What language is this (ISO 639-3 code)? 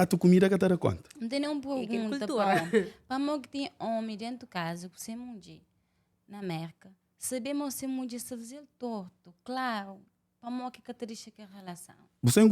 kea